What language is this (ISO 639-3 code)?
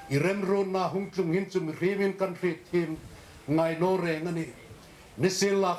hmr